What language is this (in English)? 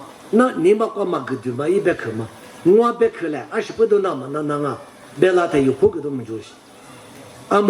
Lisu